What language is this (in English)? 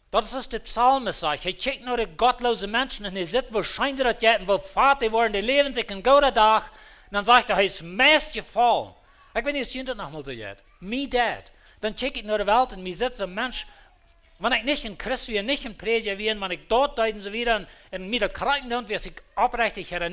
Plautdietsch